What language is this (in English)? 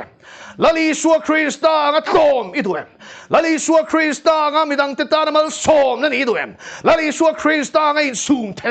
Mizo